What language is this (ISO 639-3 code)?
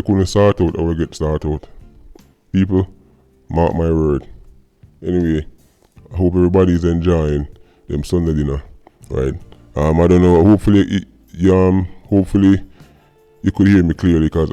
jam